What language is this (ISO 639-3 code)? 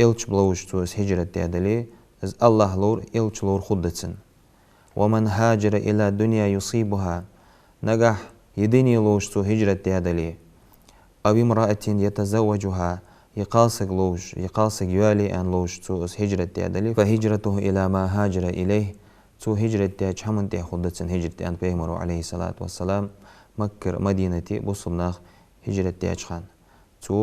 inh